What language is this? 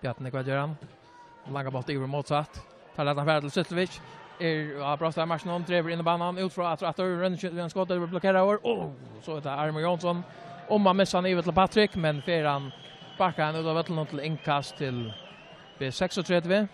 Faroese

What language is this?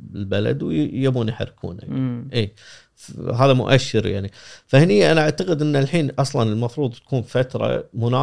Gulf Arabic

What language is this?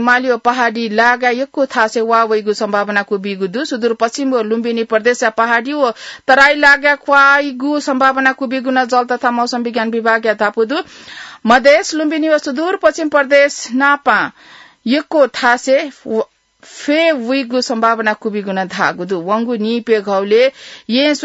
Newari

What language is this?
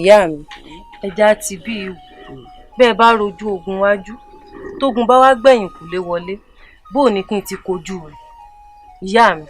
Yoruba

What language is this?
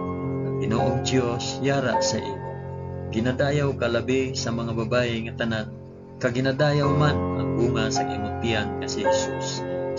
Hiligaynon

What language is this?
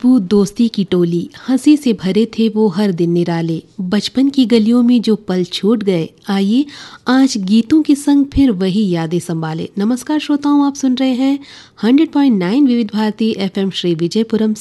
Hindi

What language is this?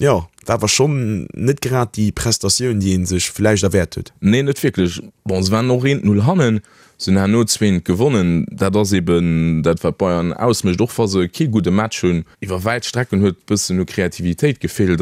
Luxembourgish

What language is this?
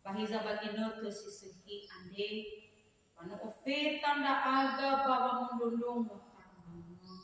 Nias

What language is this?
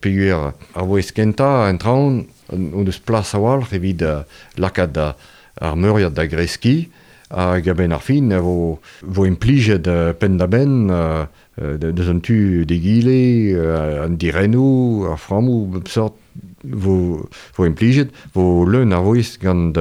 Breton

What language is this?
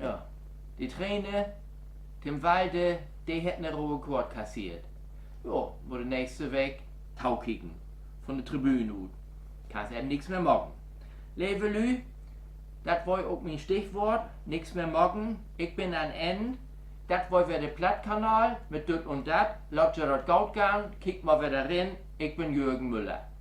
Low German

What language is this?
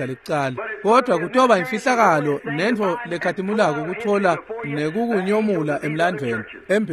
Swati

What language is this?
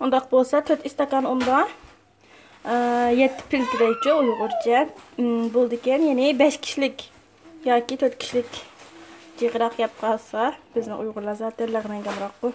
Uyghur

